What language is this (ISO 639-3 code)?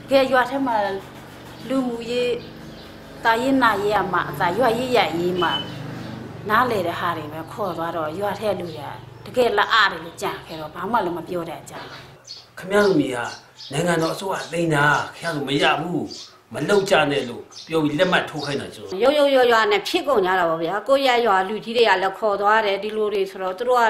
mya